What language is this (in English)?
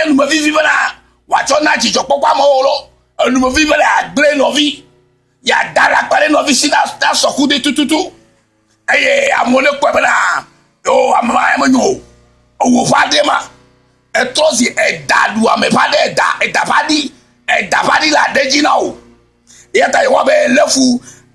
Ewe